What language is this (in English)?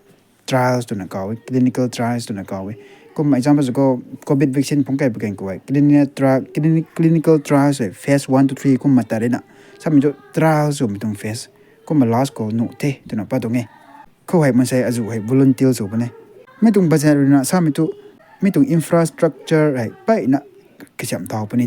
Rongmei Naga